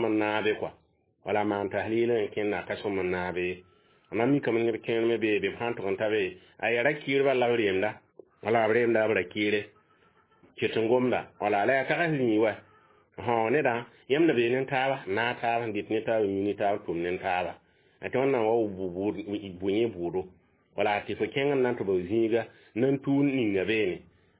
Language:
Mossi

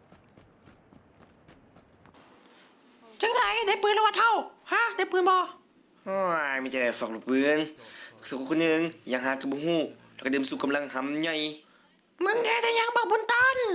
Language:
Lao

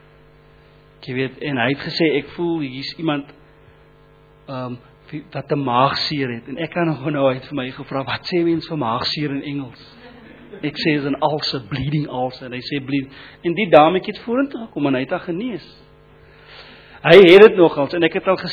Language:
Afrikaans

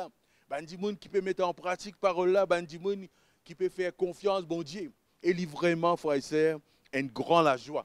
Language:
Morisyen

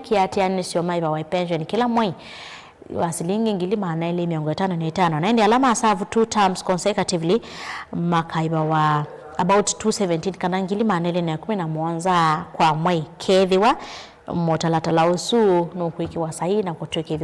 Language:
Kamba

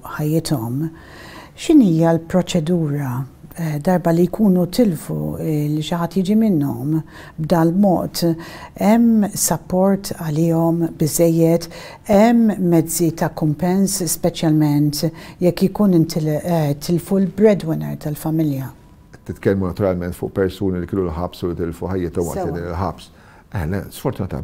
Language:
Maltese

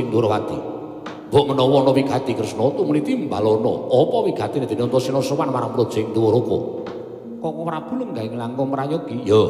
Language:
Javanese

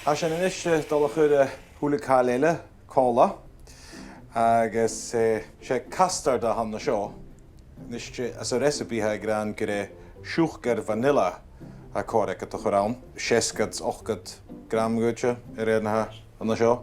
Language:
Scottish Gaelic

